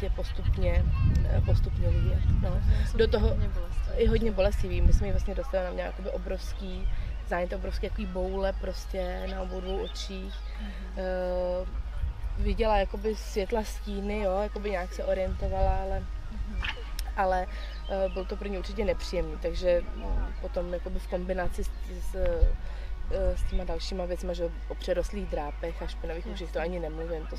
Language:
Czech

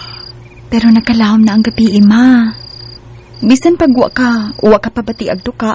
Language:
Cebuano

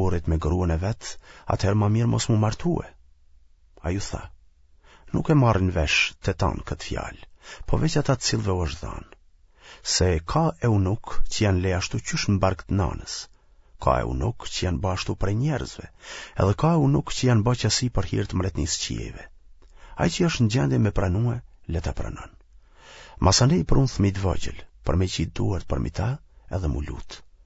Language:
Albanian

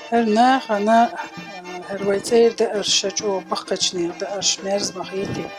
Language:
Chechen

